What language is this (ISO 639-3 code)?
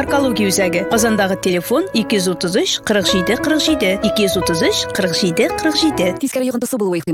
tat